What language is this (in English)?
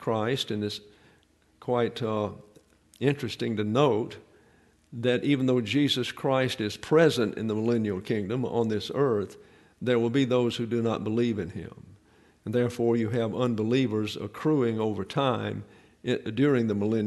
English